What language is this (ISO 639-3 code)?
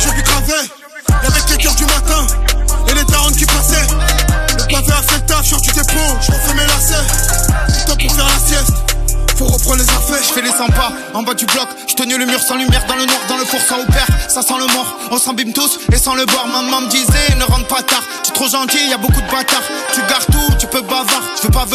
fra